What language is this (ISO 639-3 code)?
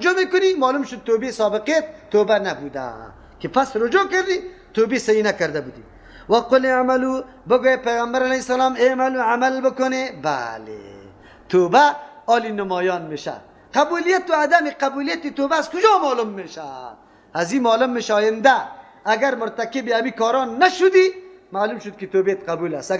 fas